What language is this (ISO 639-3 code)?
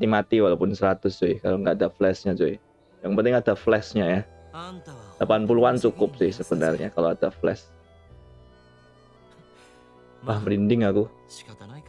ind